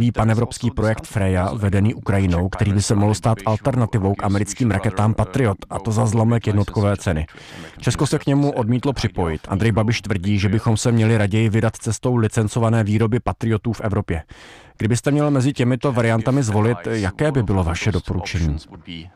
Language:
Czech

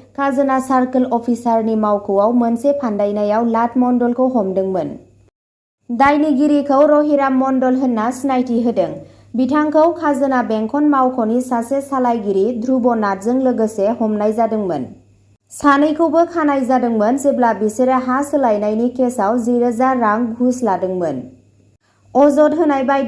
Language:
Bodo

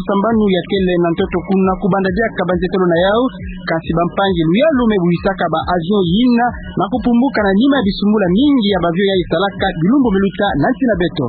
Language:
Kituba (Democratic Republic of Congo)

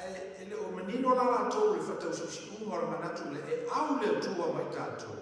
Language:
Samoan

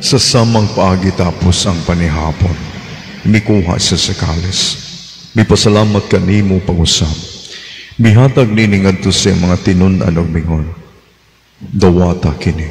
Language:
Cebuano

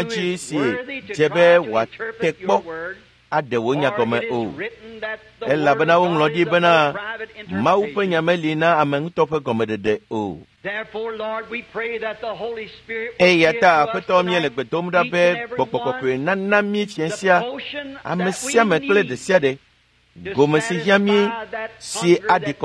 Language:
Ewe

